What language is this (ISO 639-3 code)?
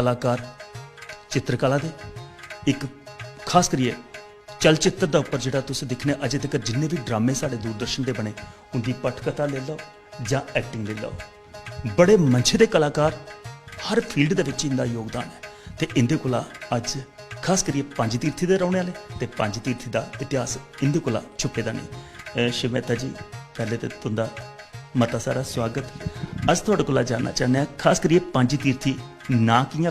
doi